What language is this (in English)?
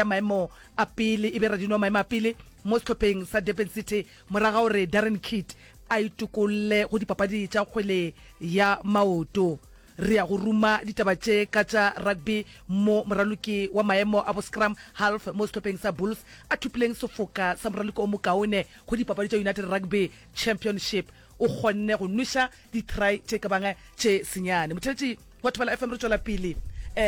Northern Sotho